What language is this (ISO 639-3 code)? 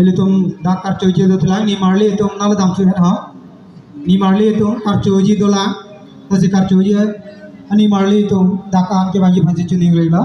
mjw